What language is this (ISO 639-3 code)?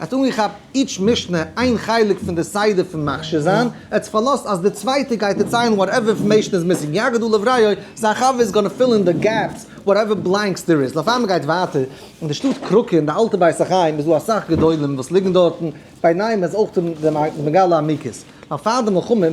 yid